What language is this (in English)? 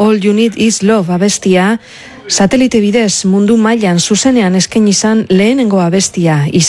Basque